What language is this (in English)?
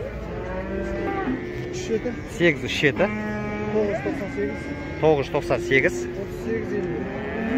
Kazakh